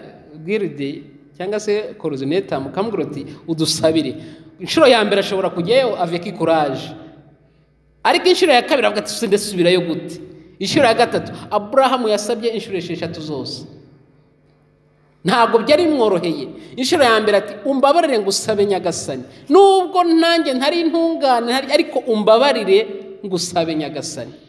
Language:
Kinyarwanda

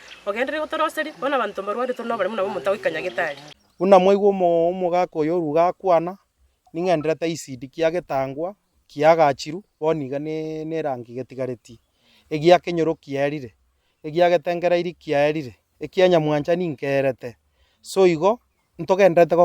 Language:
Gusii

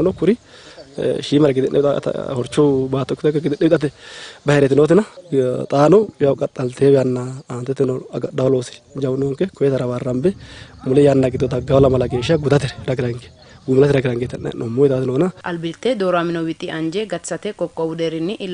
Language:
Sidamo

